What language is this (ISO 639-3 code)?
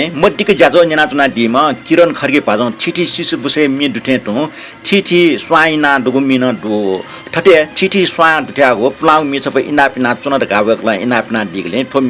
new